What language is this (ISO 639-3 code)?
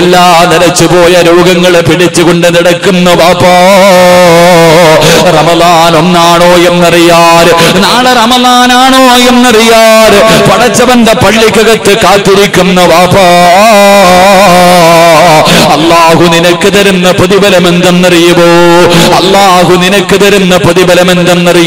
mal